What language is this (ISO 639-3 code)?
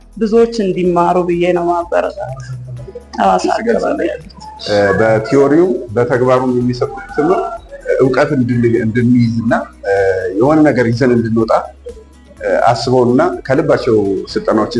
amh